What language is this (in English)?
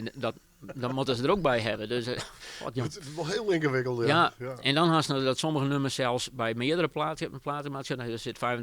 Western Frisian